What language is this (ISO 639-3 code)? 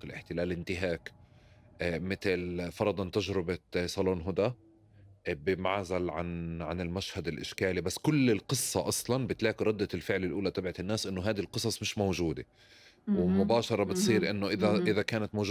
apc